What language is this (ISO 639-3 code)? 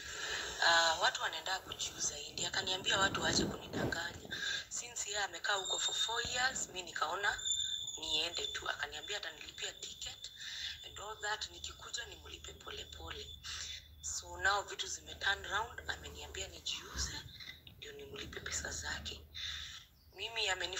swa